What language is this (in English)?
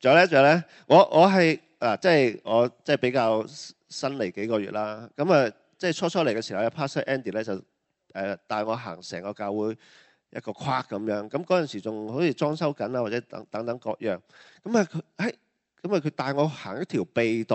Cantonese